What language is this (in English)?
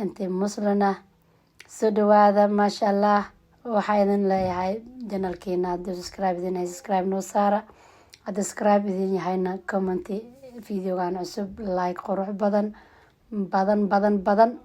Somali